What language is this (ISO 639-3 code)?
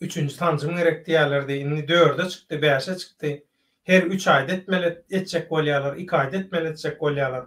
tuk